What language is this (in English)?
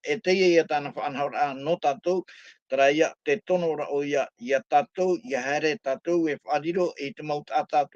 Tahitian